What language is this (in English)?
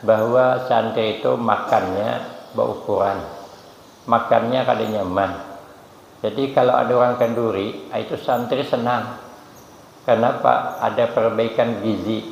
Banjar